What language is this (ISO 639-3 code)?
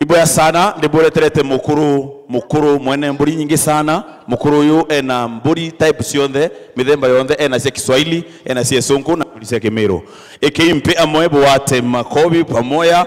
mer